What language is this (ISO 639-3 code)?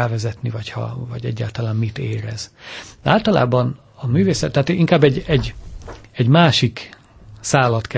hun